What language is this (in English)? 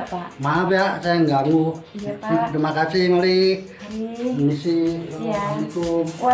Betawi